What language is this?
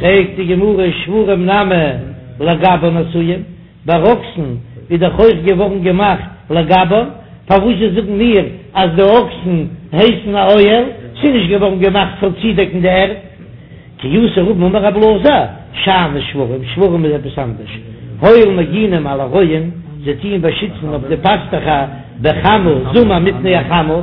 Yiddish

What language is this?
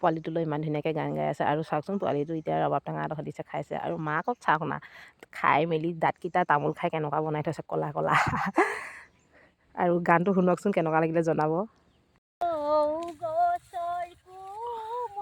Assamese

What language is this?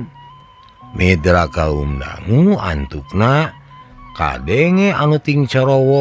Sundanese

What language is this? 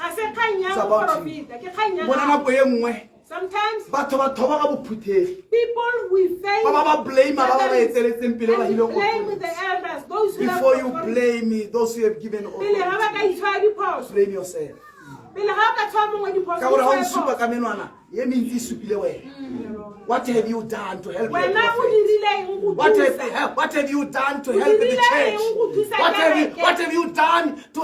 Tswana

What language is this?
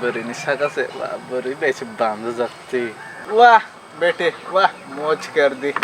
Kok Borok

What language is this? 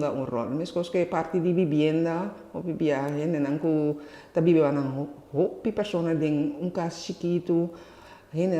Papiamento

